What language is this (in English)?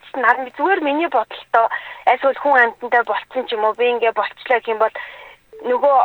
Mongolian